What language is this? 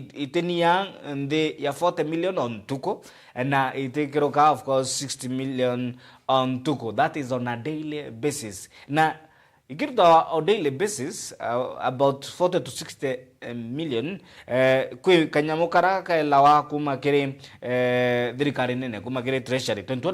Meru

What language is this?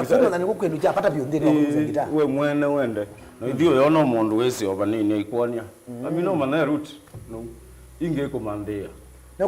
Kamba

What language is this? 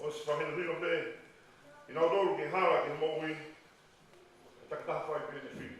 Tongan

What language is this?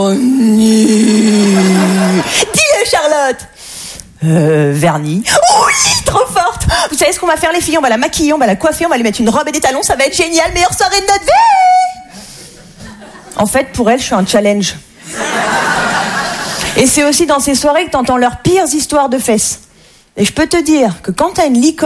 French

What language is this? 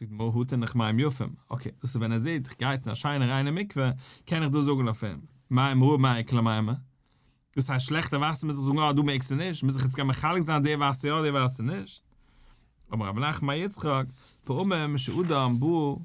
Yiddish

